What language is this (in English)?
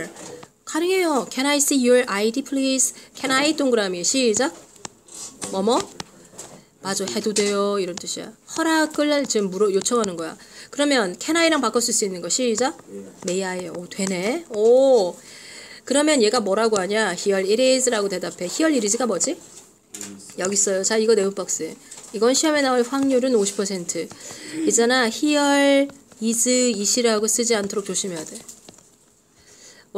Korean